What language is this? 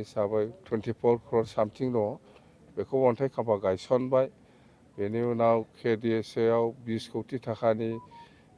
Bodo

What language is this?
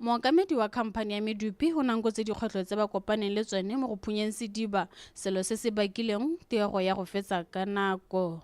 Tswana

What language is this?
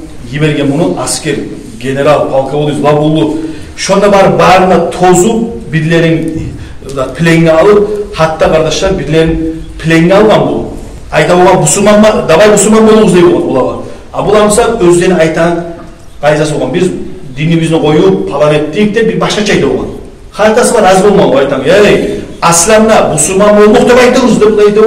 Kumyk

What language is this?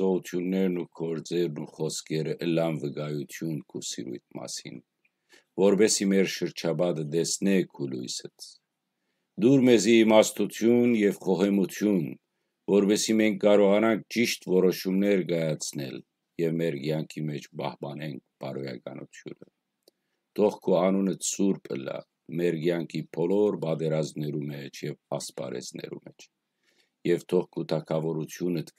Western Armenian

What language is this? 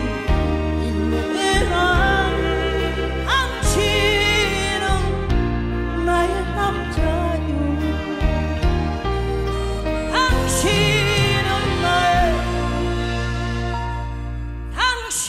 Korean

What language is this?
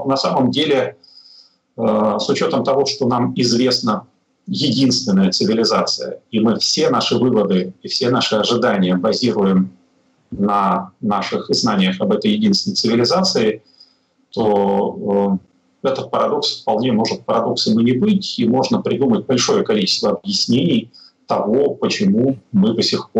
Russian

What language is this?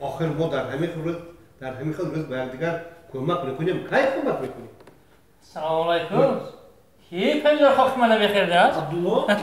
Tajik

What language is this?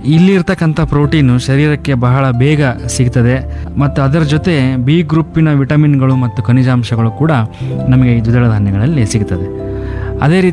Kannada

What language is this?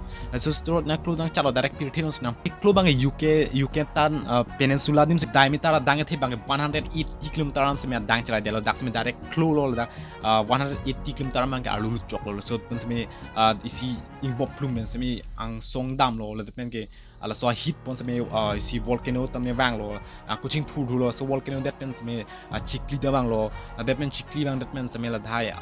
Karbi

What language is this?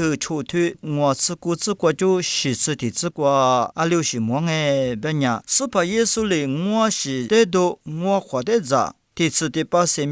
Lisu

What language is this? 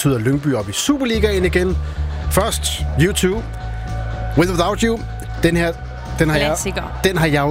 Danish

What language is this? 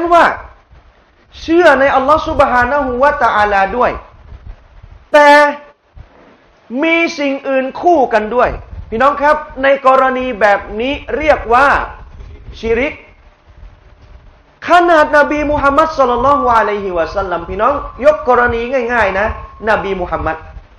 Thai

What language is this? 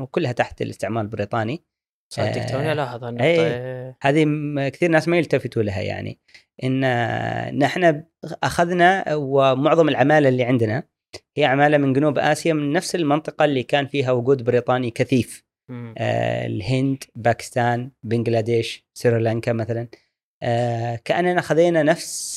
Gulf Arabic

